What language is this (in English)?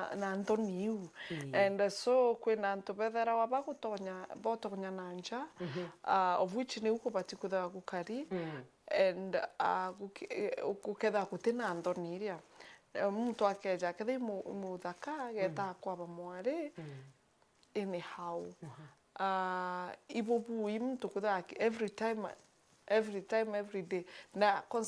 Meru